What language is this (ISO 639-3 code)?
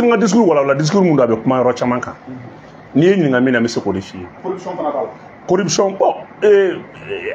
bam